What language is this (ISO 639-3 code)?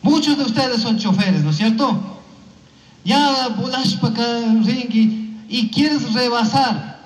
qug